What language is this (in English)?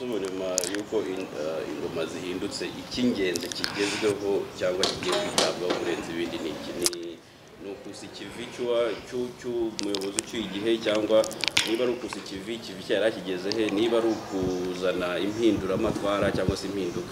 Kinyarwanda